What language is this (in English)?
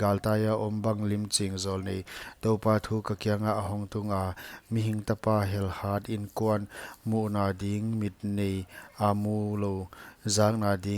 Paite Chin